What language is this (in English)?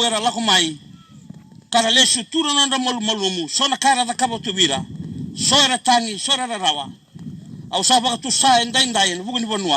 Fijian